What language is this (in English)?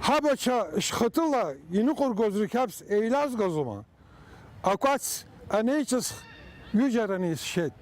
Abkhazian